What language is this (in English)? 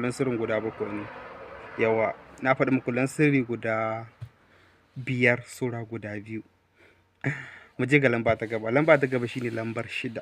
Hausa